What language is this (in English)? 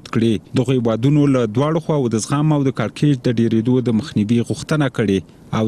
Pashto